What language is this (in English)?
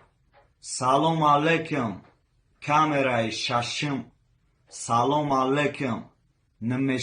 Tajik